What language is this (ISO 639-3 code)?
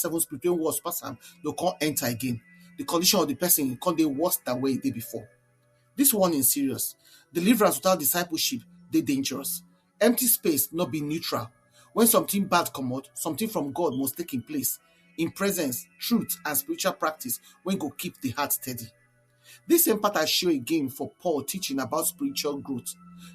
pcm